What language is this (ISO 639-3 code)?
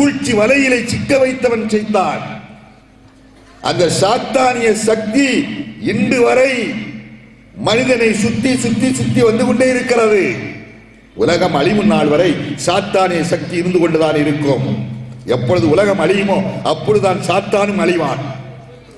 tam